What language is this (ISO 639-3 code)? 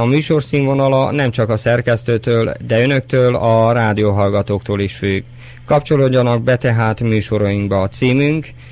hun